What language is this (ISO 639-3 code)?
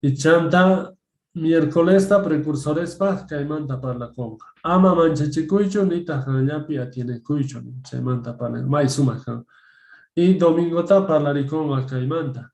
que